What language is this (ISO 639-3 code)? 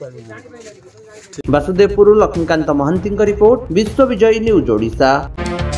ori